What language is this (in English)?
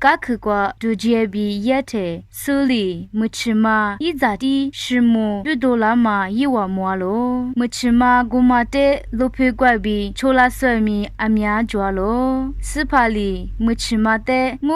Lisu